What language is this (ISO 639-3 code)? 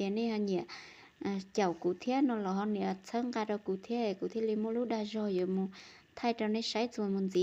hmn